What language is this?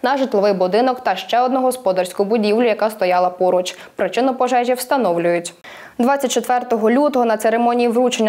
Ukrainian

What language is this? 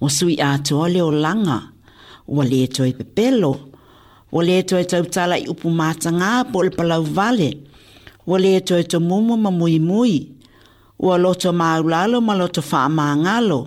Samoan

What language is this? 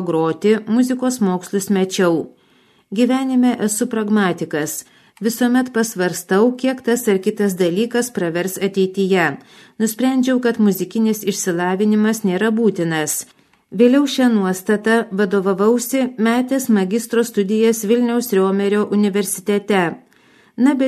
Lithuanian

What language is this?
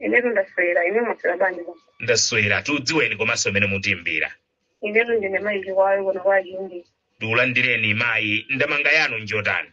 Nyanja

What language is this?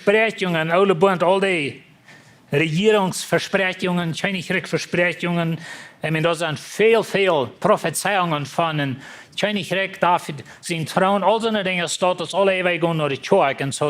Plautdietsch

